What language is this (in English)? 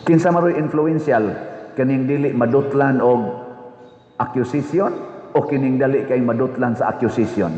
Cebuano